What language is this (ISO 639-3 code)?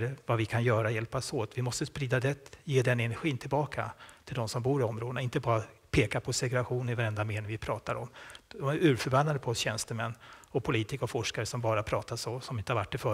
swe